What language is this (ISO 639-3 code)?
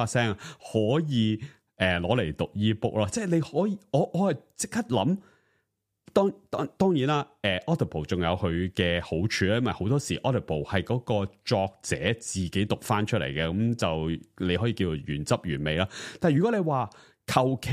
yue